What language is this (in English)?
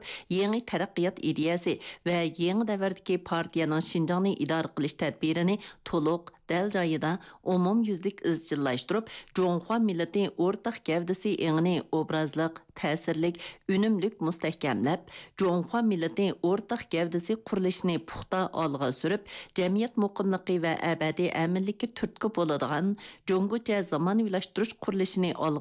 Uyghur